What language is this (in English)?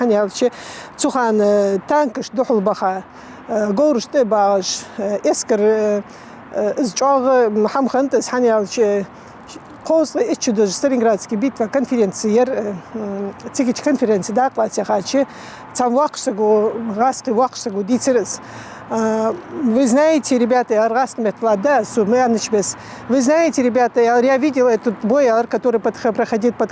Ingush